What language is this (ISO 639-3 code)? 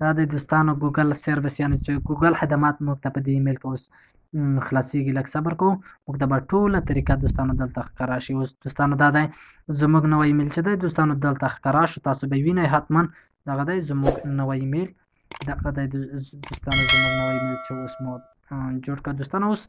pus